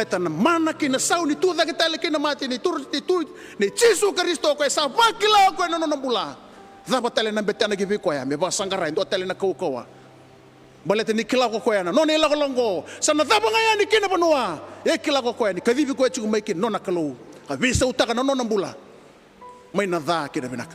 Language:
Fijian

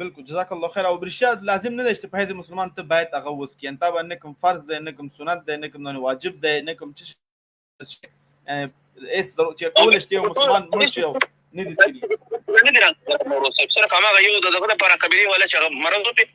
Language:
Pashto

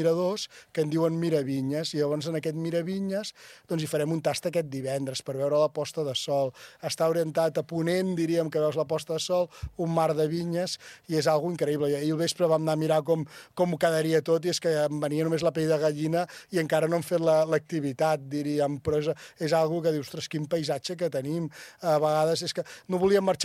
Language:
Catalan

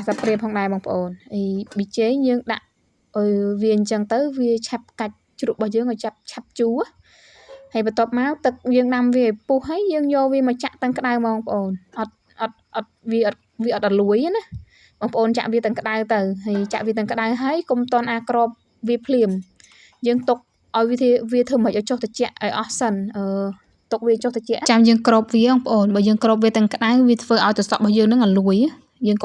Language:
Khmer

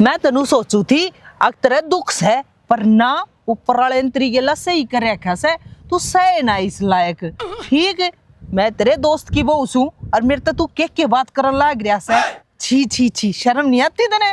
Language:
Haryanvi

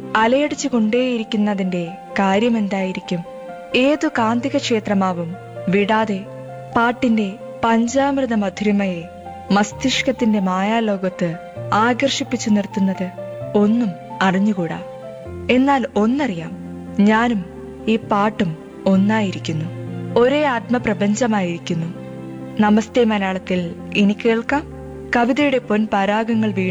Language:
Malayalam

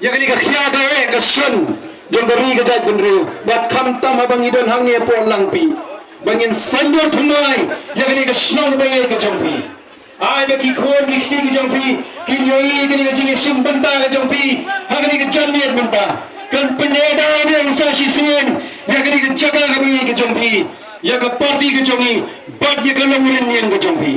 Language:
Khasi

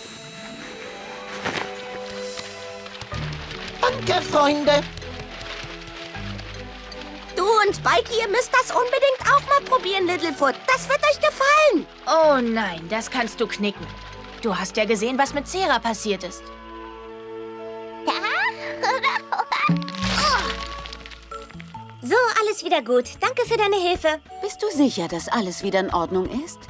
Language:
German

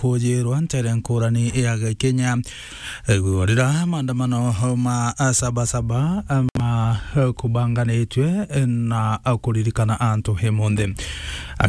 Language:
Meru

